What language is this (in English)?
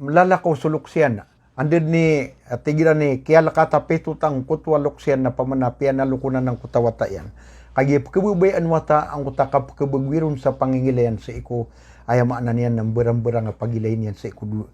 Maranao